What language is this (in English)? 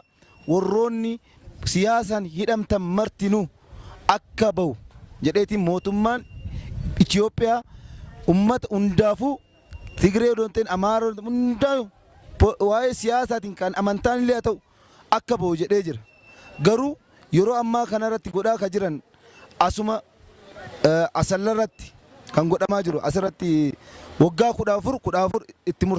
Oromo